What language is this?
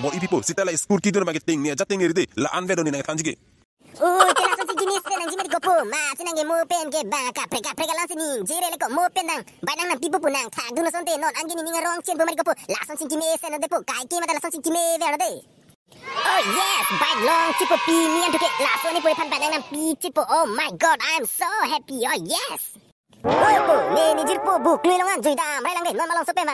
Karbi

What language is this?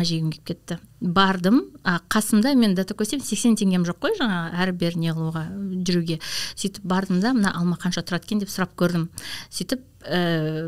Kazakh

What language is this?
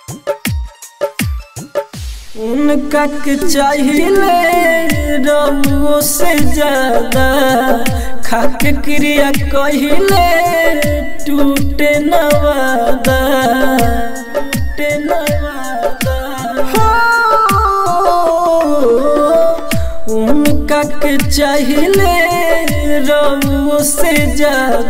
Bhojpuri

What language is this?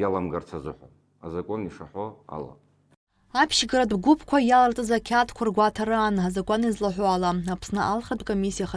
Abkhazian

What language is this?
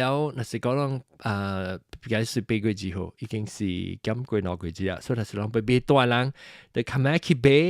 Min Nan Chinese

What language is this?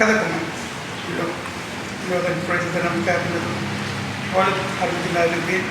Marshallese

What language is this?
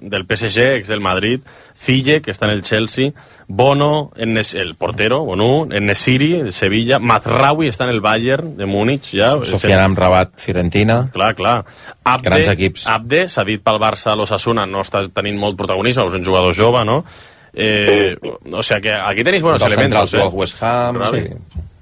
Catalan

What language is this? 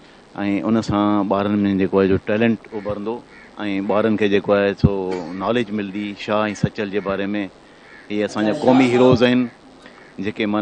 Sindhi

